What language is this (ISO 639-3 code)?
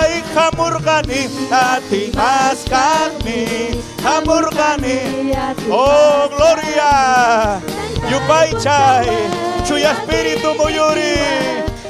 quy